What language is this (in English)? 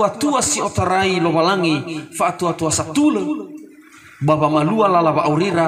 Nias